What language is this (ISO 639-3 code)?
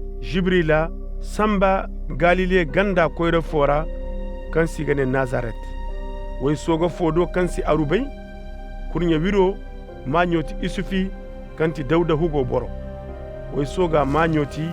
ses